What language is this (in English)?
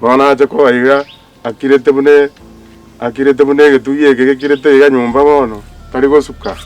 Gusii